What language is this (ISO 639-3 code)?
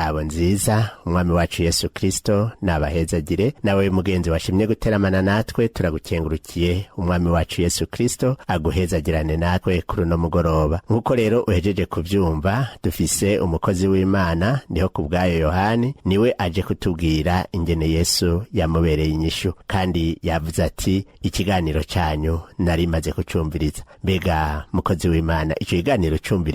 run